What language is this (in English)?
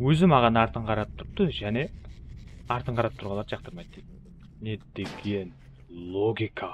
Kara-Kalpak